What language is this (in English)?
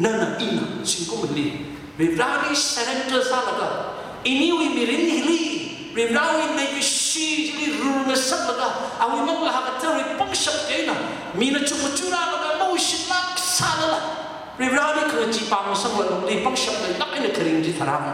Tangkhul Naga (India)